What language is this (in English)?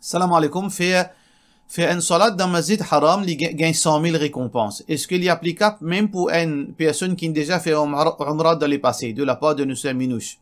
Morisyen